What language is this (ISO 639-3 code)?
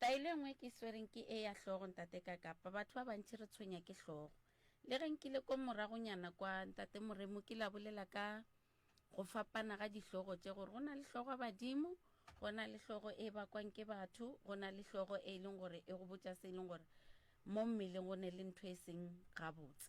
nso